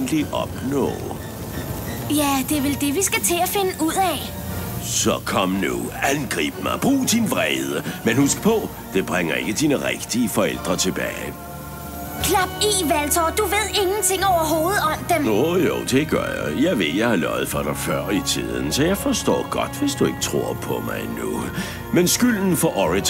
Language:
Danish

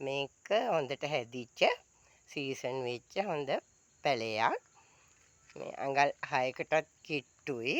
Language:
Sinhala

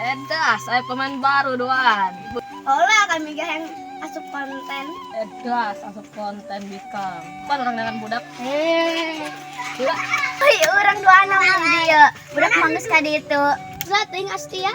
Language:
Sundanese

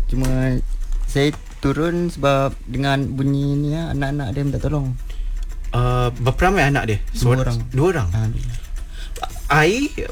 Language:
Malay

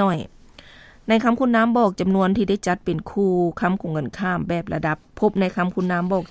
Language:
Lao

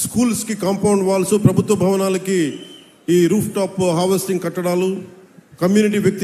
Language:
Telugu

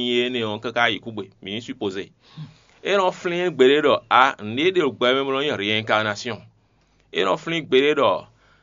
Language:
Fon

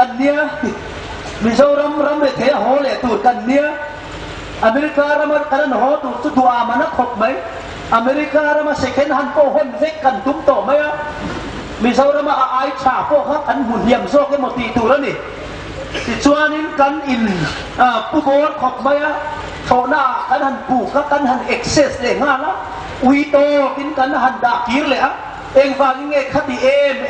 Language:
Hmar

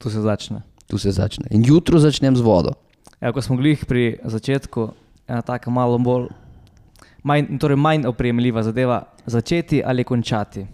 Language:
Slovenian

